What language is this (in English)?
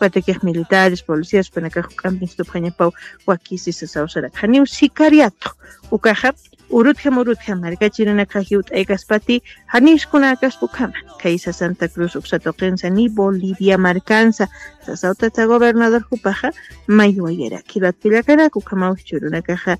Aymara